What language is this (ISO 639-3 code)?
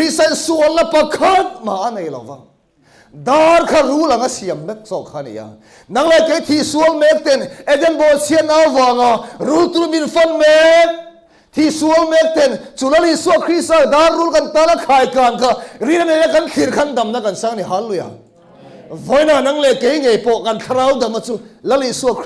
lus